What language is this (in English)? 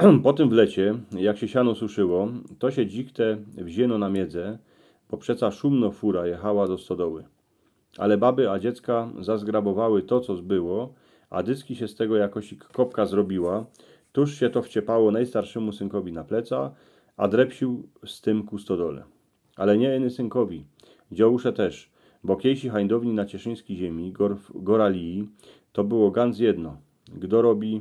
Silesian